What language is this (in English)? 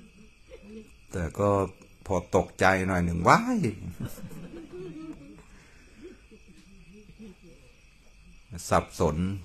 Thai